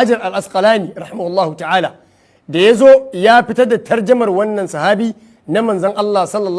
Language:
Hausa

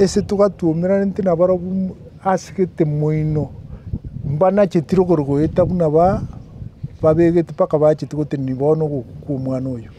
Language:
Gusii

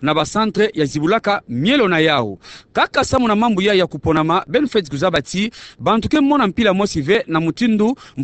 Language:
Kituba (Democratic Republic of Congo)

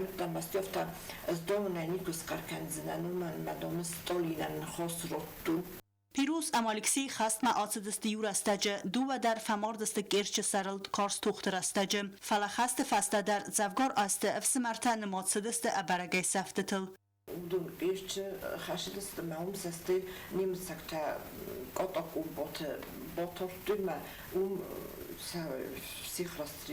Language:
Ossetic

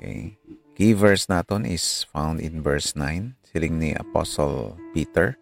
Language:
Hiligaynon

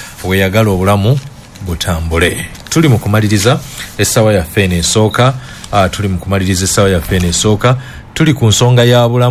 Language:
Ganda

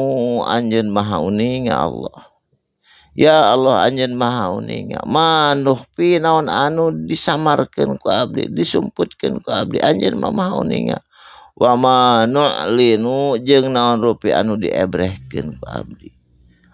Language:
Sundanese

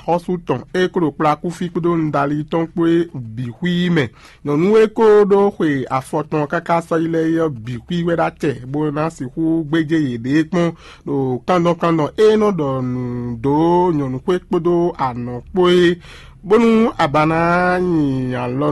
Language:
Fon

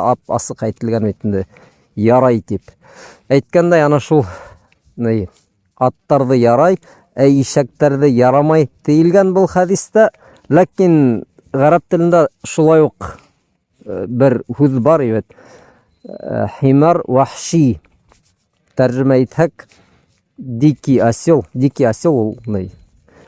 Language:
Bashkir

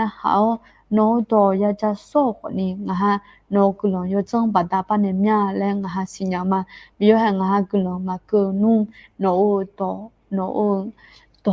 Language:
Akha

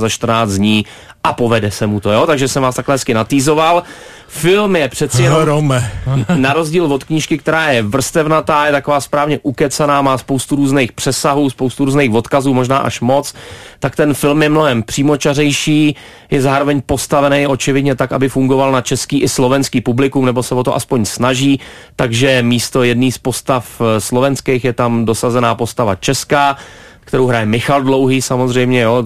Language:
Czech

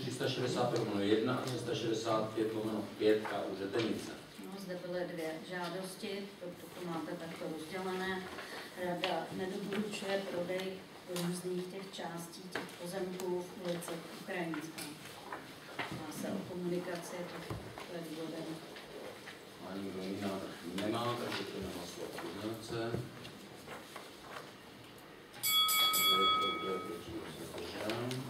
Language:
Czech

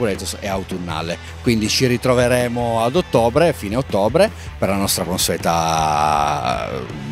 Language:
Italian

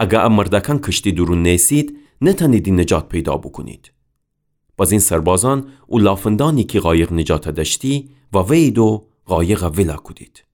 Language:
Gilaki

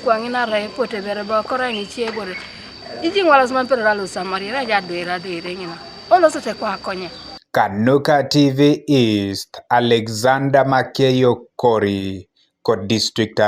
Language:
Teso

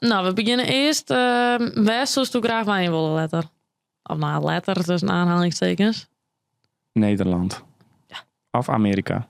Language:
Western Frisian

